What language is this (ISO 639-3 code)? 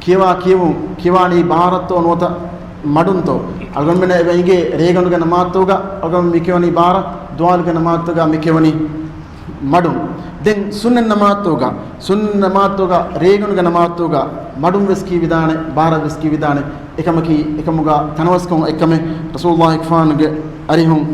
div